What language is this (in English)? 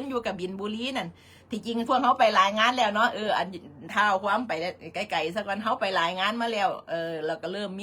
Northeastern Thai